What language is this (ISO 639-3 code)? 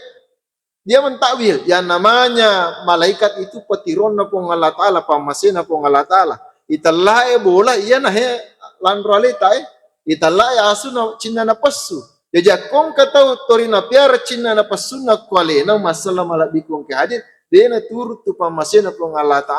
bug